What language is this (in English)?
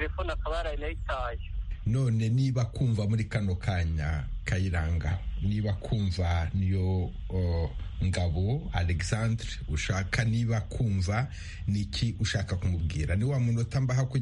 Kinyarwanda